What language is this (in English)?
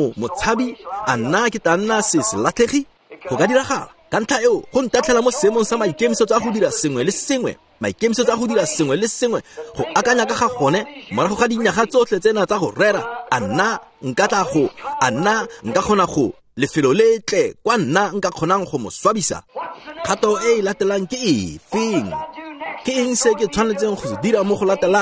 Tswana